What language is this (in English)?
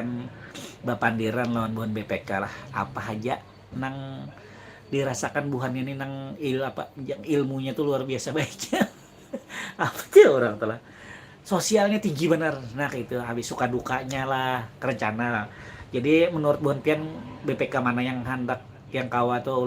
Banjar